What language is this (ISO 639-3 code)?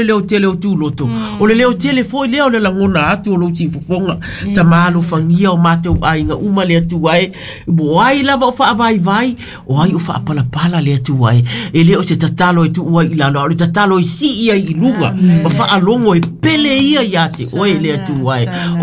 smo